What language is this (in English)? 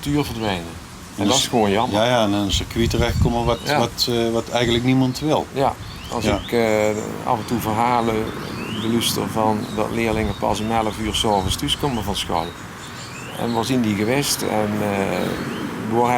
Limburgish